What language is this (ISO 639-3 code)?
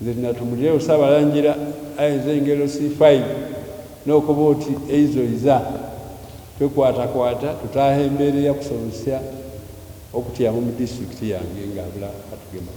xog